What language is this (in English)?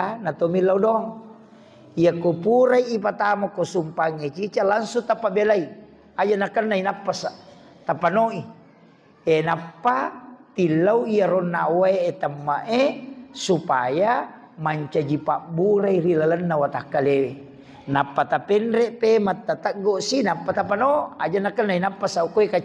Buginese